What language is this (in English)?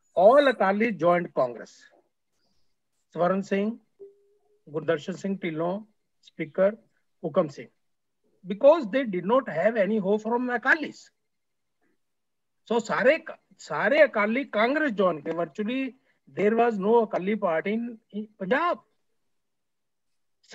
Punjabi